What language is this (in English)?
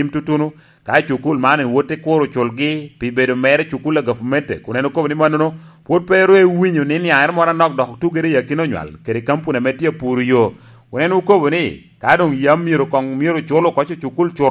Lango (Uganda)